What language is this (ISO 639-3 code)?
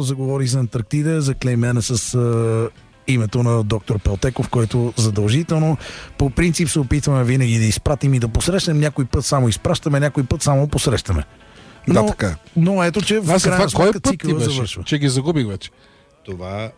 bul